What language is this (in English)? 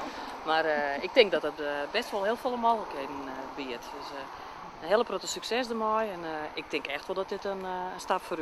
Western Frisian